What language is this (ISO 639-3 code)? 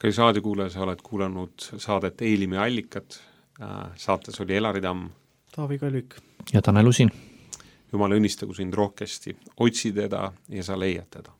est